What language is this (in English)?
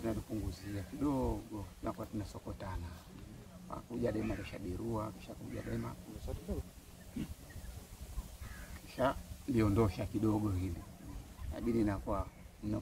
Swahili